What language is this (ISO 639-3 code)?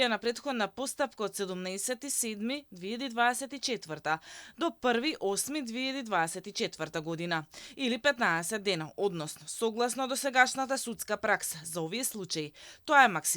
mkd